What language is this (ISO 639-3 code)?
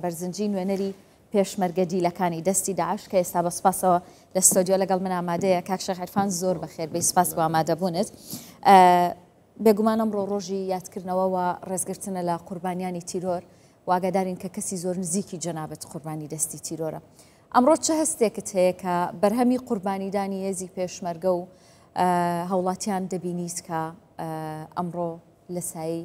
ckb